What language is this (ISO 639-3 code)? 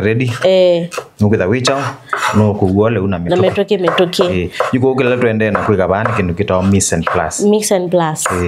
kam